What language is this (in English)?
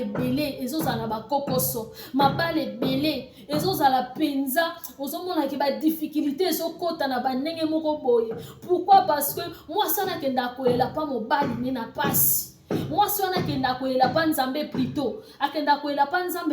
Lingala